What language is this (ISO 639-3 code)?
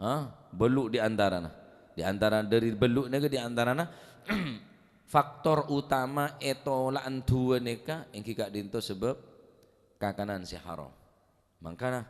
mad